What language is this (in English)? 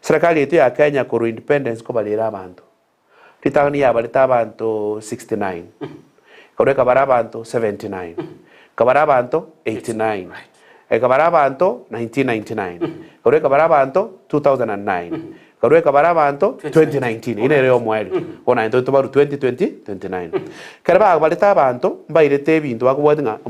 Gusii